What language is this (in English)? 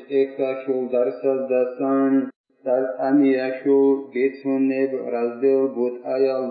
Avaric